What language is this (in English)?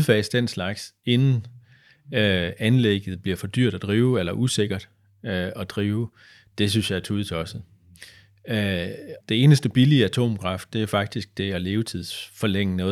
Danish